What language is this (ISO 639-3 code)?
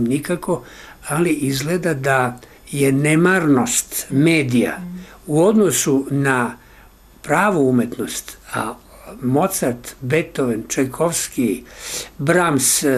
srp